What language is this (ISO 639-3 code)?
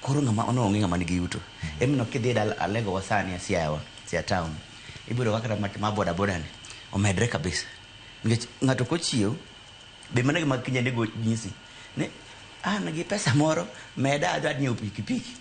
luo